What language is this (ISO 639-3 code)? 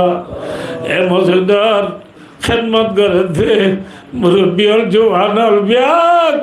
rhg